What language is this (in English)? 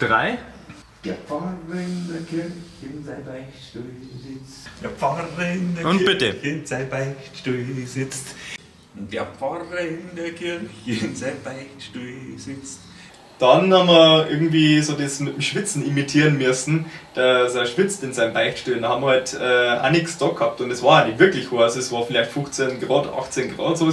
Bavarian